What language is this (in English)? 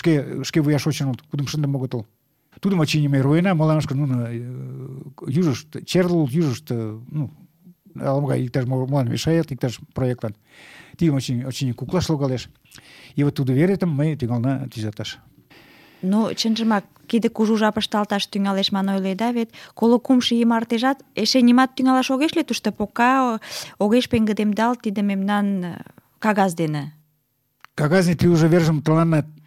Mari